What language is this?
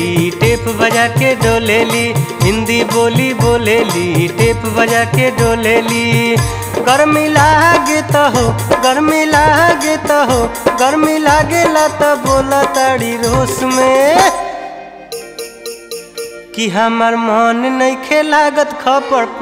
Bhojpuri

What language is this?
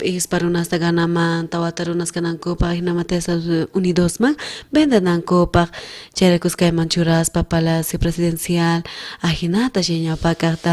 South Bolivian Quechua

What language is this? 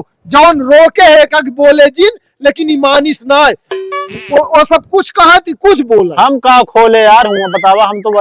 Awadhi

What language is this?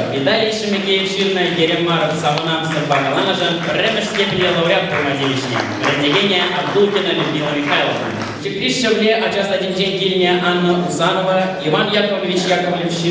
Chuvash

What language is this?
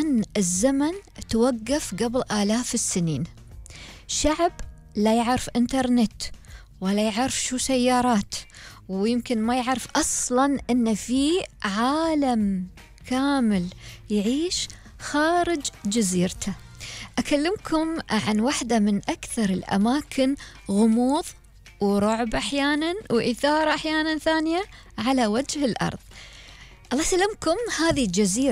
Gulf Arabic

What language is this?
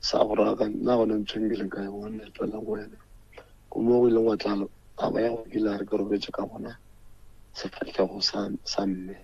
Northern Sotho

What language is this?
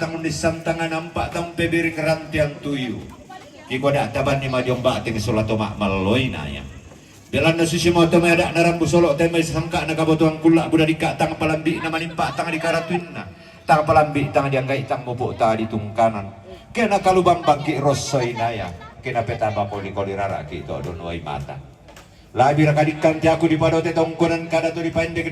Toraja-Sa'dan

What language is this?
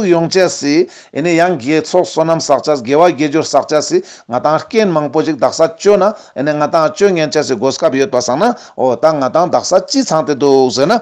Ladakhi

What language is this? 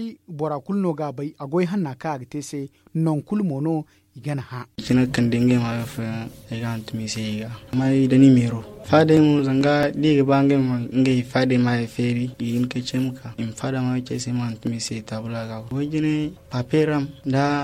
Zarma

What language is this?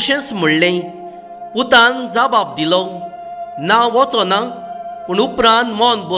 Konkani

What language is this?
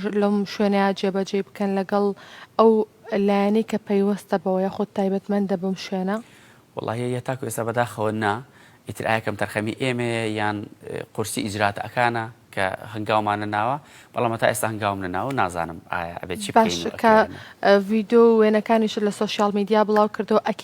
Central Kurdish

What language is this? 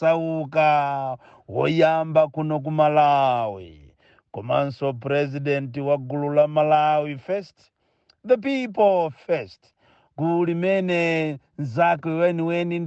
Nyanja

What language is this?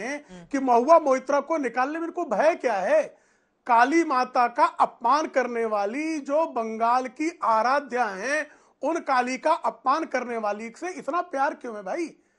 Hindi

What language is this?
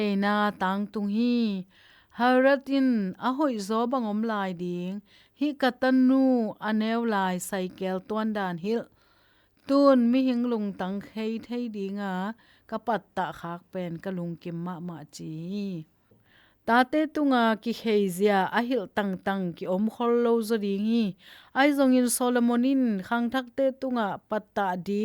Tedim Chin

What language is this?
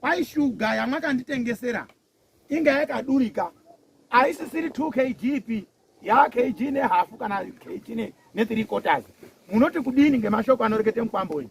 Shona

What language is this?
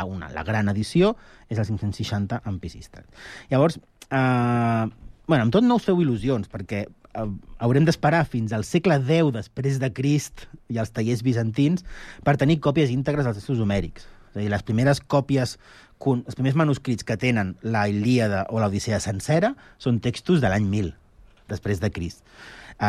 Catalan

